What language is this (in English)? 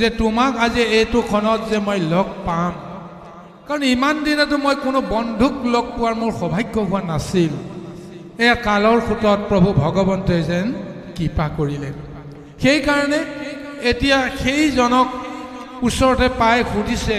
Assamese